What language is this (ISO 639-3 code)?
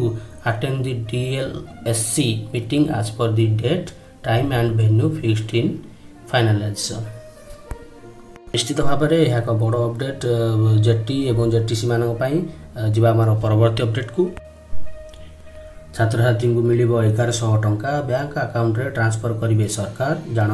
ori